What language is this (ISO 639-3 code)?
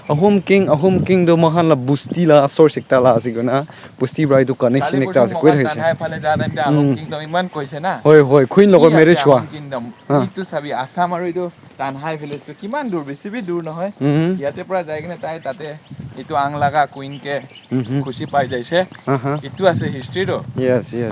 nag